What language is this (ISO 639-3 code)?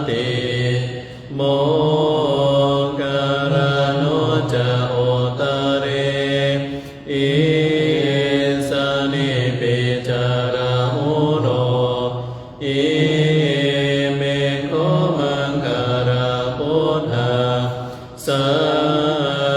pli